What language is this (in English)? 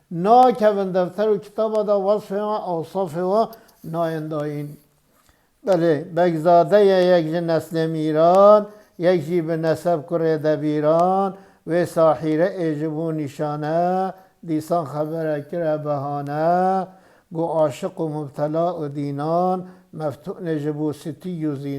Kurdish